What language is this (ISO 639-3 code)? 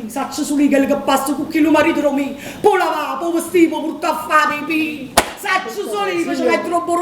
nap